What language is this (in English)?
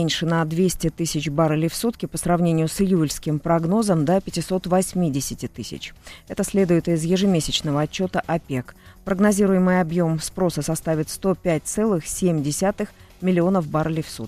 Russian